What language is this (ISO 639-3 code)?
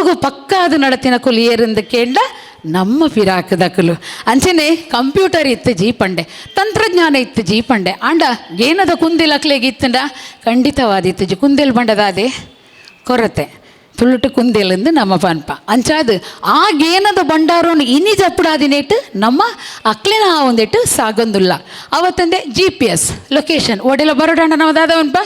tcy